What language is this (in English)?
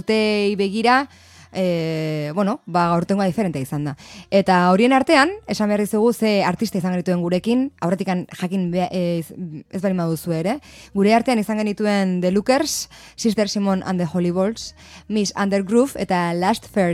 Basque